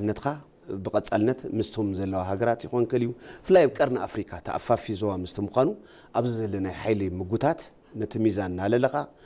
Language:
Tigrinya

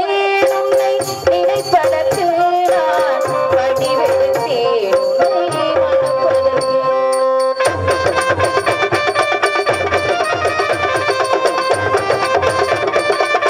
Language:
Tamil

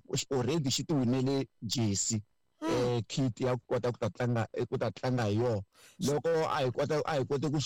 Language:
Tsonga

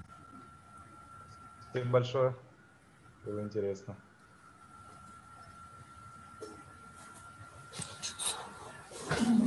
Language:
Russian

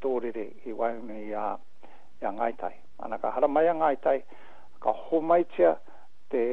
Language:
Māori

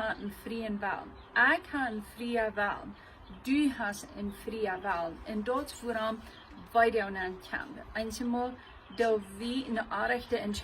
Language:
Plautdietsch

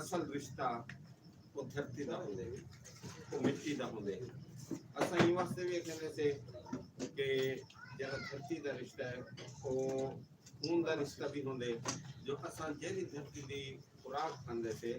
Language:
Saraiki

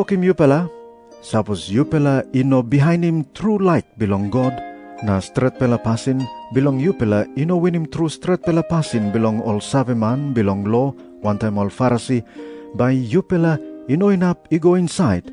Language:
Tok Pisin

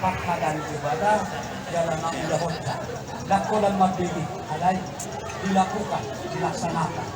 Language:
Batak Toba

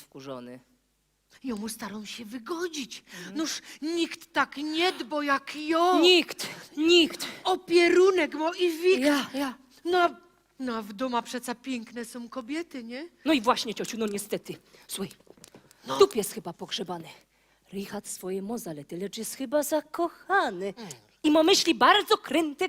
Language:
Silesian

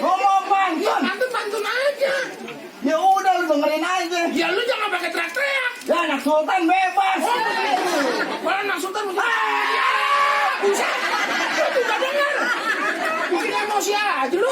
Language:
Betawi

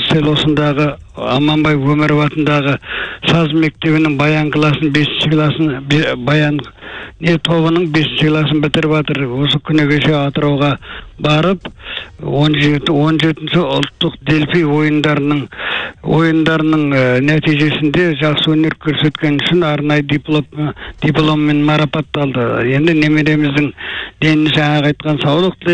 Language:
Kazakh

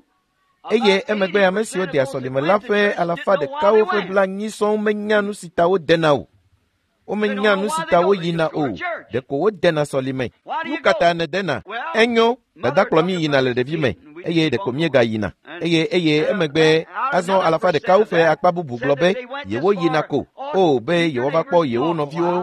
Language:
Ewe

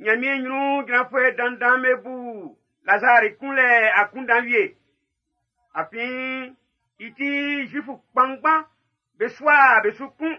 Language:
Baoulé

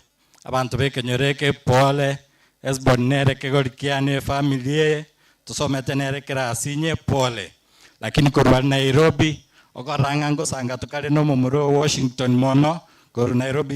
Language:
Gusii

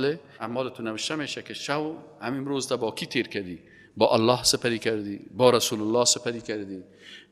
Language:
Persian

